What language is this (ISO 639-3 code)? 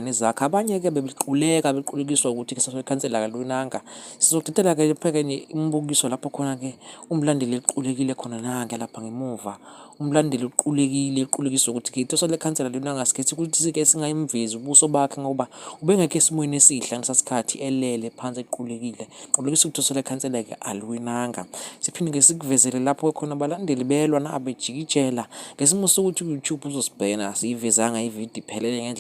zul